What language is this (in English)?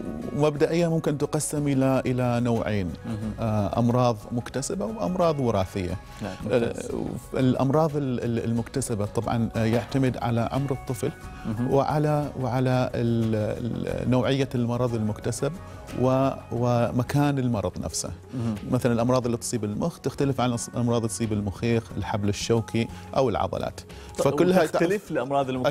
Arabic